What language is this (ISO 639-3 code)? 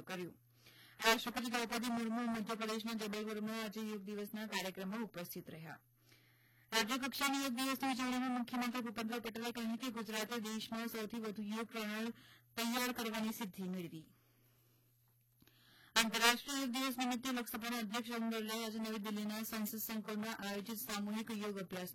guj